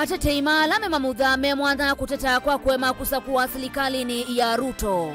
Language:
Kamba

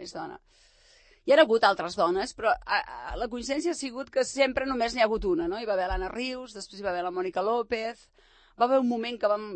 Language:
Catalan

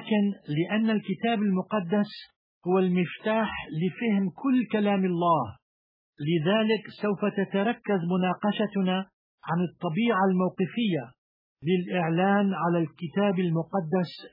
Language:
Arabic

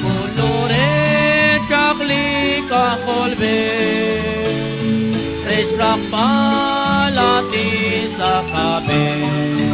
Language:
Kekchí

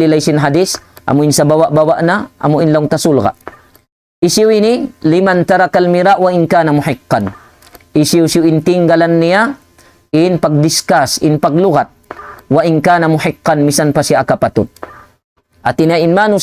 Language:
Tausug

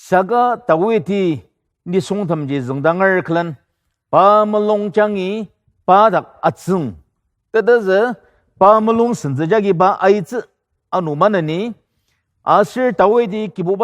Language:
Ao Naga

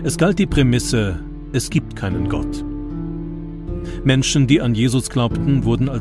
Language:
German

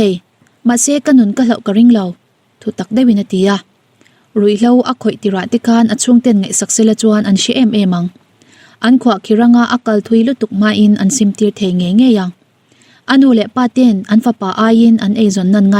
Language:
Mizo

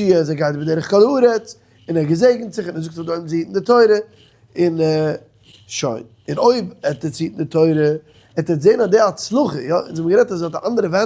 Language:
Yiddish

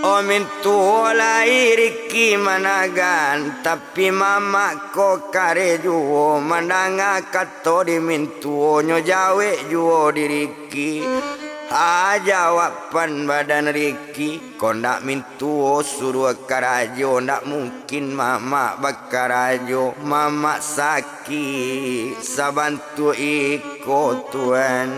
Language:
Minangkabau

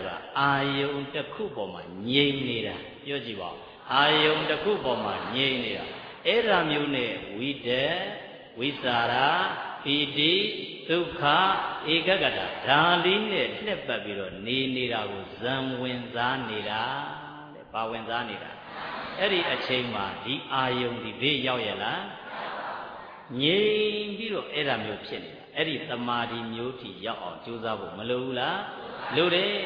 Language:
Burmese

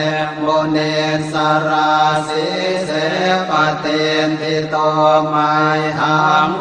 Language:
Pali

